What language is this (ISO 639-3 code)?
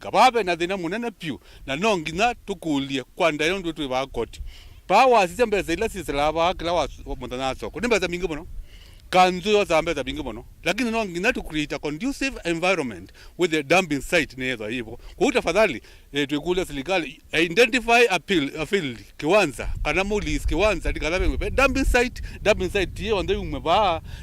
kam